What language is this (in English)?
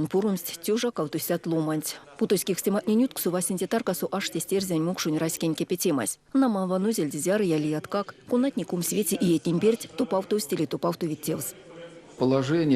Erzya